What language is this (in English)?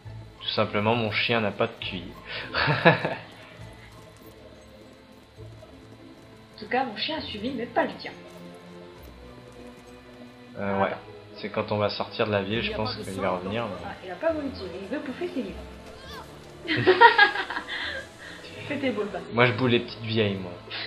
French